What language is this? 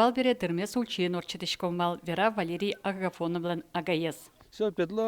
Udmurt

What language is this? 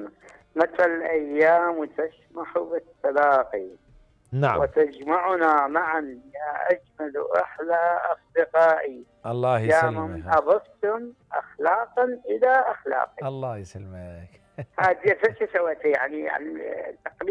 Mesopotamian Arabic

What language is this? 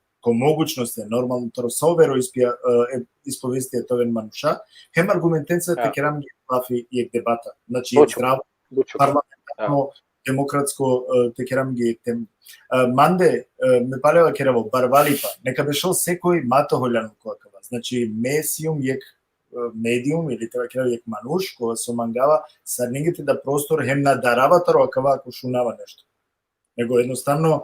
Balkan Romani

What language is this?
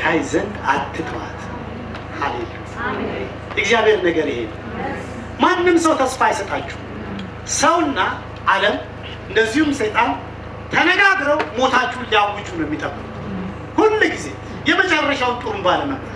Amharic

